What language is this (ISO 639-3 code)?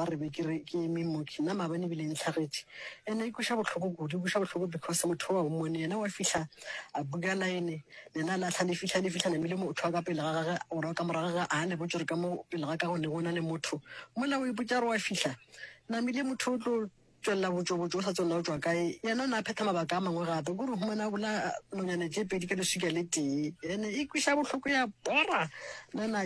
nso